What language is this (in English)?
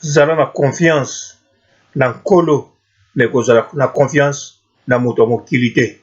Lingala